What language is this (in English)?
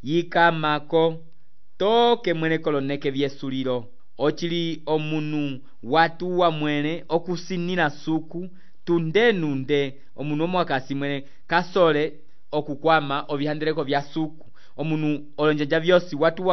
Umbundu